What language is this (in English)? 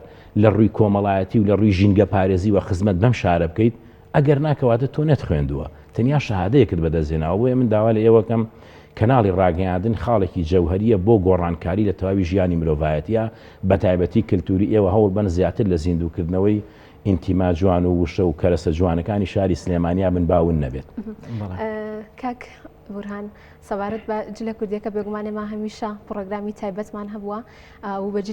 Central Kurdish